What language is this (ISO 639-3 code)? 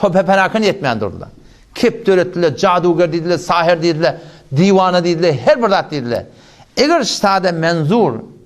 tuk